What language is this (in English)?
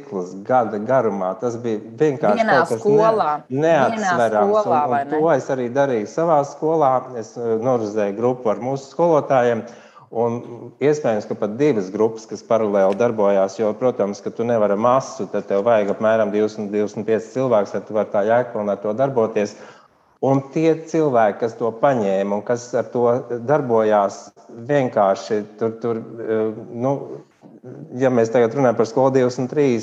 Latvian